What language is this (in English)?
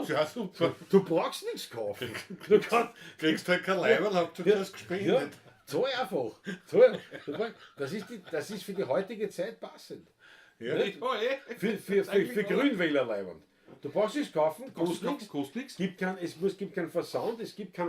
Bavarian